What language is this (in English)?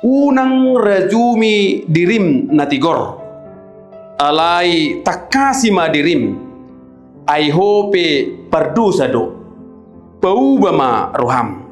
Batak Toba